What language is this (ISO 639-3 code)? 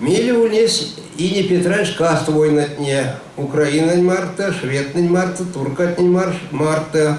myv